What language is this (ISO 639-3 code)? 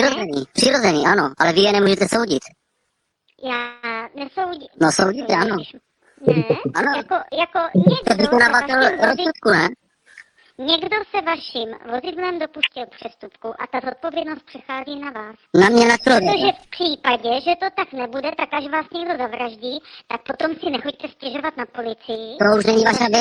ces